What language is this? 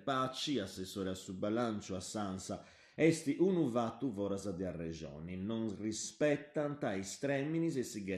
Sardinian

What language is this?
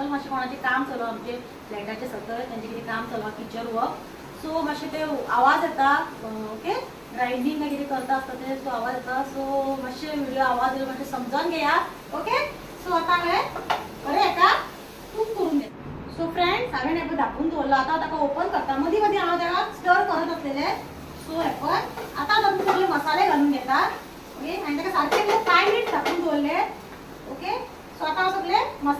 Konkani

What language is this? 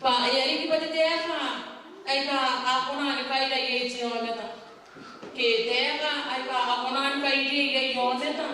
Gilbertese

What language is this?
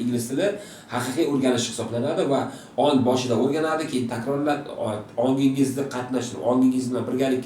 Uzbek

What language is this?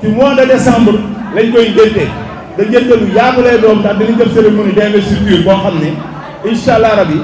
Wolof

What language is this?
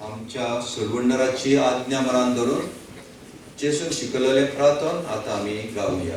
Konkani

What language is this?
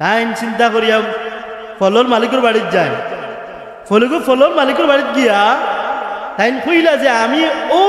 Sylheti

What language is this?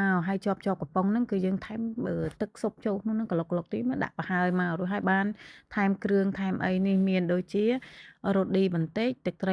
Khmer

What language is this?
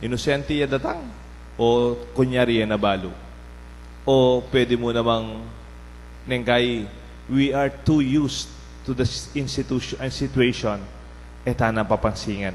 Pampanga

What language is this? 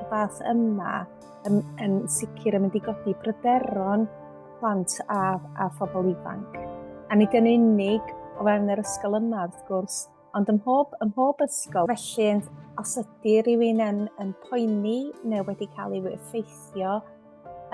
Welsh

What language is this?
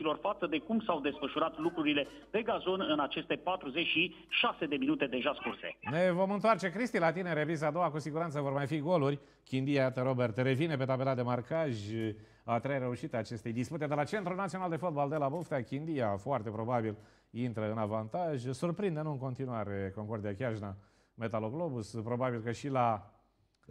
Romanian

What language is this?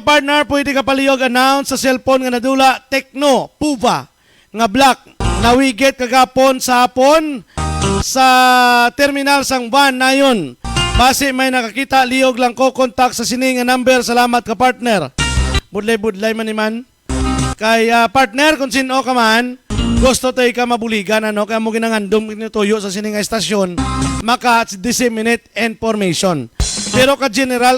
Hiligaynon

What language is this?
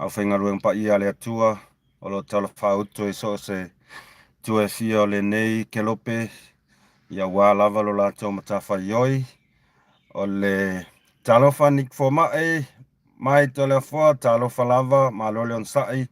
Samoan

